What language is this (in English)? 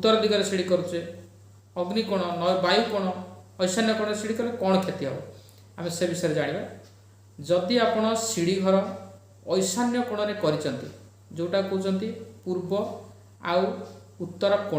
Odia